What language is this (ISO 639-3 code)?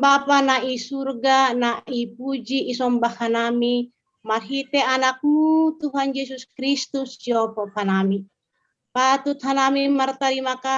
bts